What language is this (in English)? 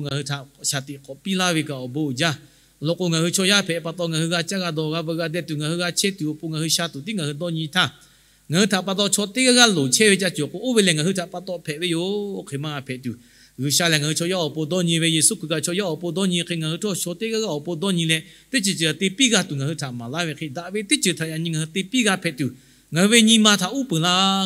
Lahu